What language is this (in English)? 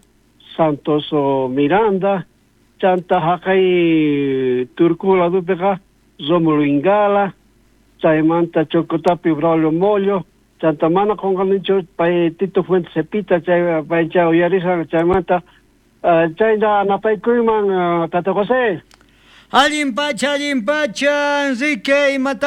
South Bolivian Quechua